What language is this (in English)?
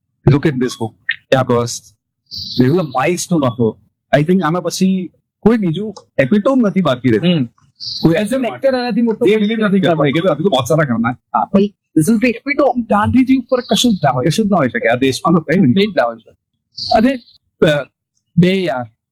Gujarati